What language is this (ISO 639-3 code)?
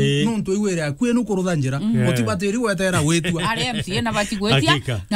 mer